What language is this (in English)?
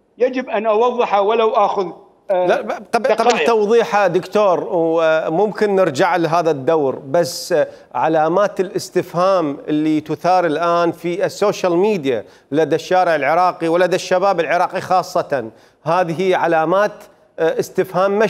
Mesopotamian Arabic